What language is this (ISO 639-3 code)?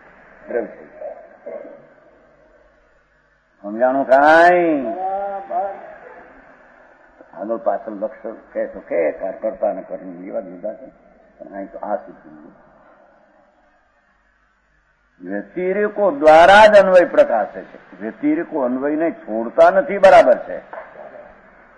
guj